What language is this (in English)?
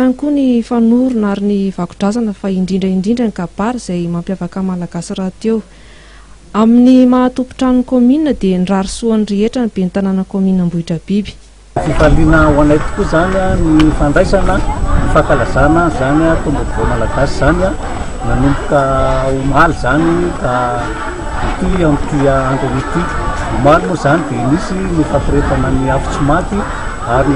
Malagasy